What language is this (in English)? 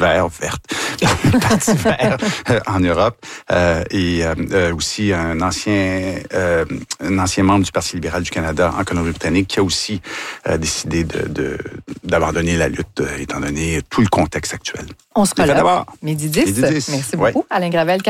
French